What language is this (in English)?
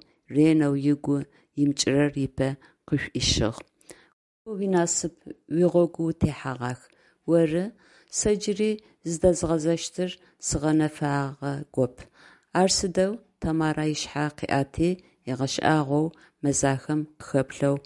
Adyghe